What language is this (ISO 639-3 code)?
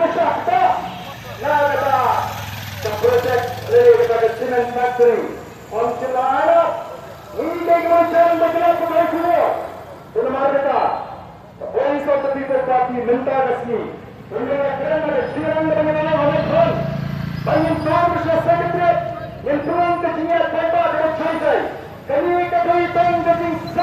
kha